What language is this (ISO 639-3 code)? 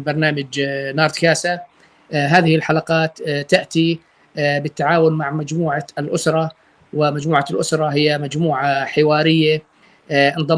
apc